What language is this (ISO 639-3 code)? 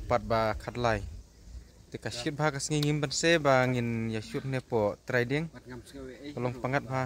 kha